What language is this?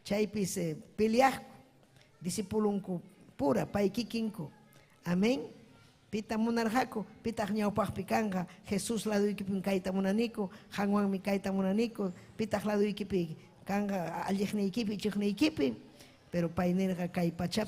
Ayacucho Quechua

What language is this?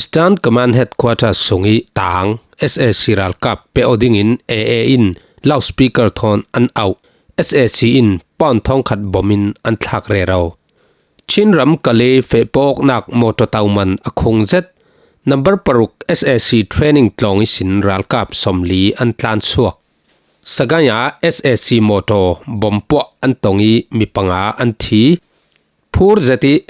Falam Chin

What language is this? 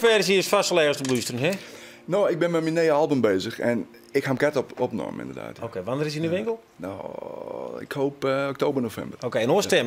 Western Frisian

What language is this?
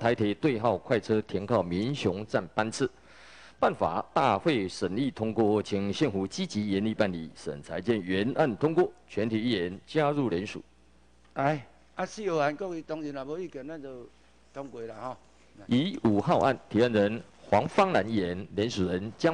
Chinese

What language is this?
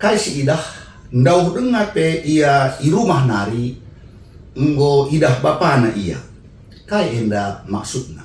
Batak Karo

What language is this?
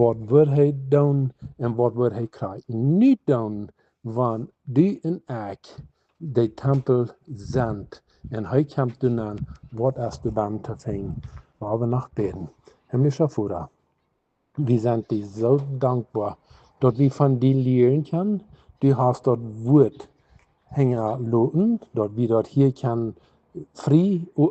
Plautdietsch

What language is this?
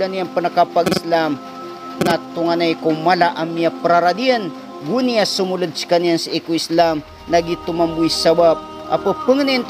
Maranao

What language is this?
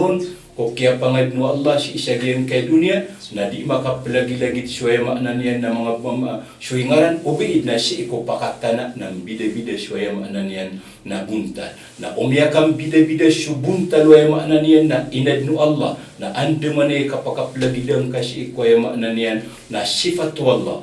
Maranao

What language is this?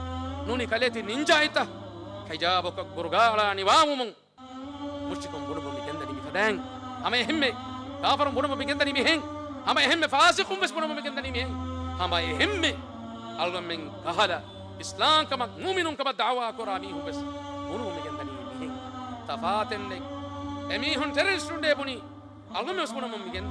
Divehi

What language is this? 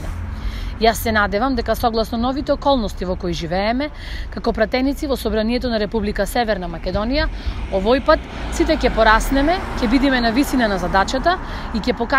Macedonian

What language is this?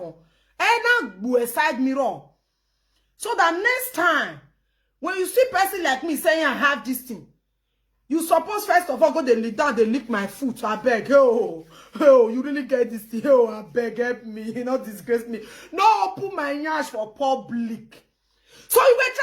Nigerian Pidgin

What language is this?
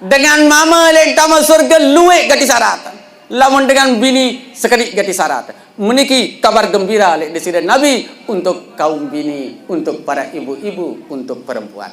Sasak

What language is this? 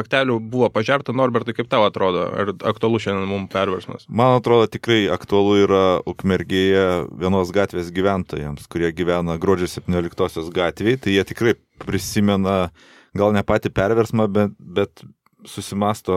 Lithuanian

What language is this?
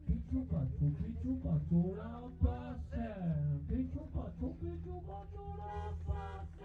Occitan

